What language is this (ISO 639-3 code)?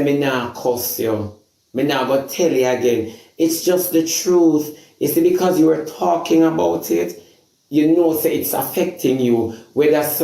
jam